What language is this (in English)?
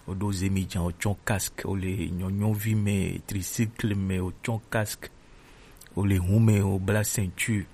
Gen